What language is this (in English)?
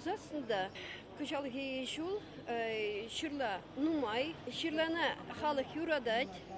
Chuvash